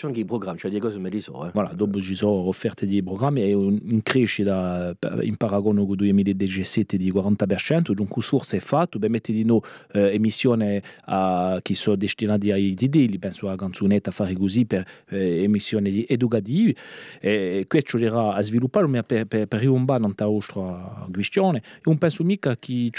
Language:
Corsican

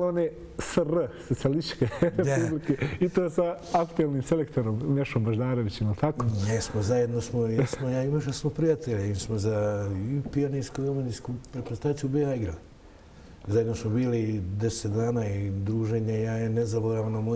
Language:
Bosnian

